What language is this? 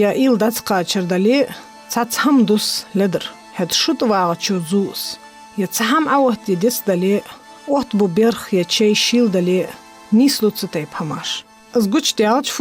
Ingush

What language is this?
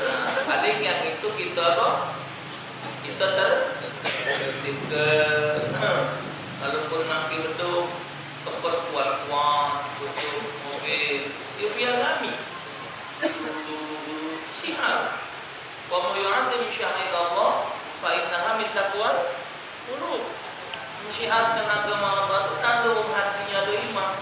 Musi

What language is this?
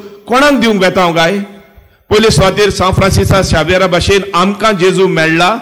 Konkani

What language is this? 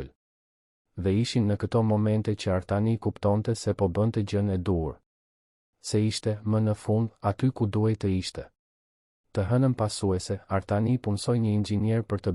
Albanian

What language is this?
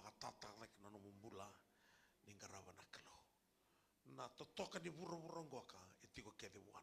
Fijian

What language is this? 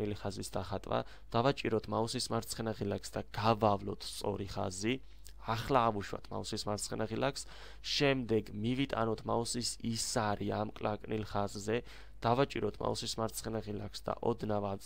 Georgian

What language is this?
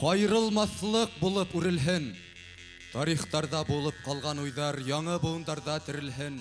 Bashkir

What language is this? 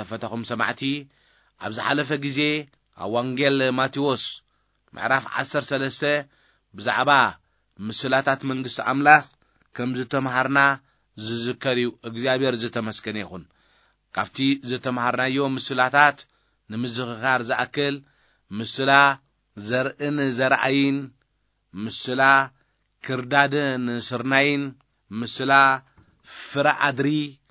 Tigrinya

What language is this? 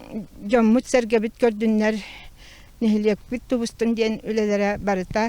Yakut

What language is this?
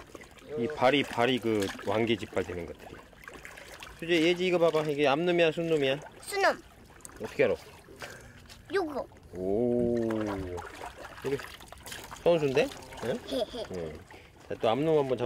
Korean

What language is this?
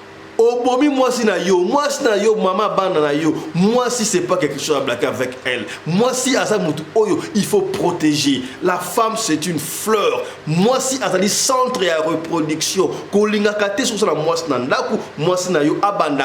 Lingala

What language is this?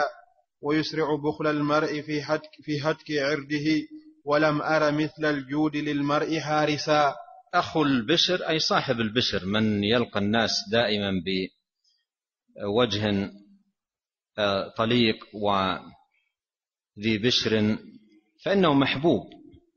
Arabic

